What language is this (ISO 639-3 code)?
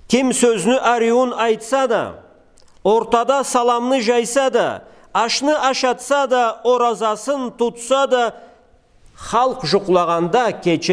krc